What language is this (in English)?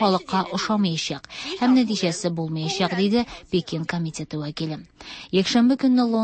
Tatar